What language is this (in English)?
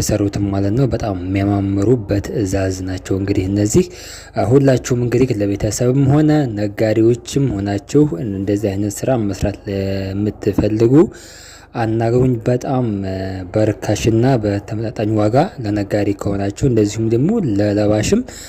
Amharic